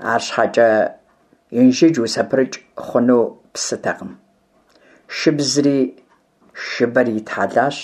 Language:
Kabardian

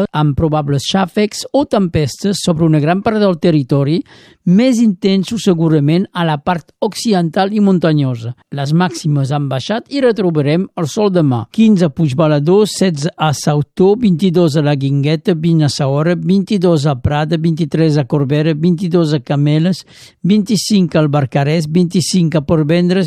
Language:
Catalan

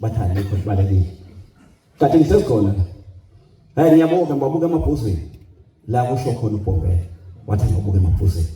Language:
Zulu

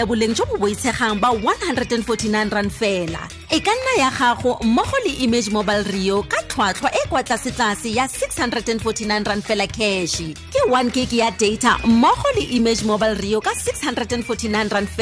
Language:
Tswana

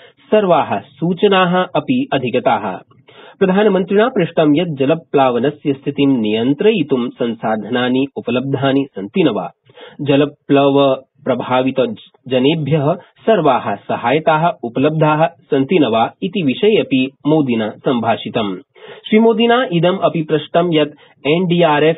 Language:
Sanskrit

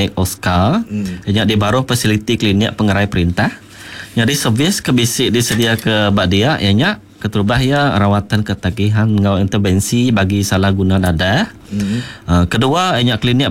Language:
Iban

